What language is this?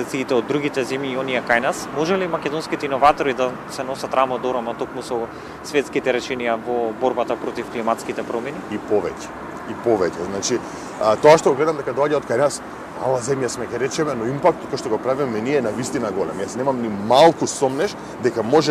Macedonian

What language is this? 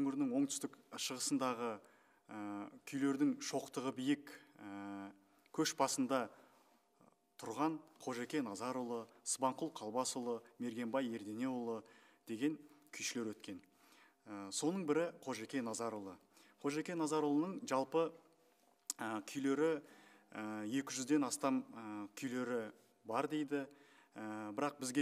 Kazakh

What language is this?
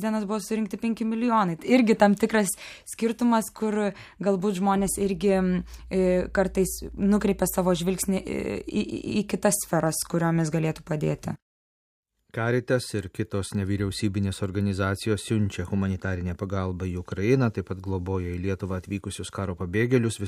Lithuanian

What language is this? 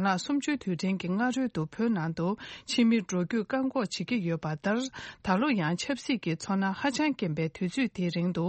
Tibetan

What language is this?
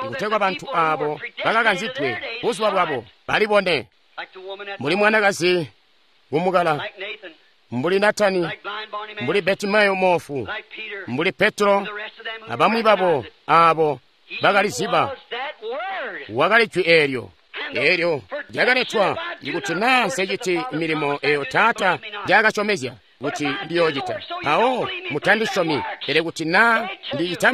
Tonga (Zambia)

